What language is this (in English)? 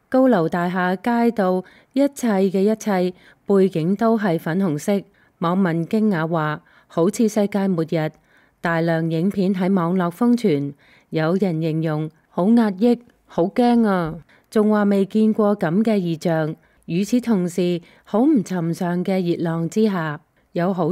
Cantonese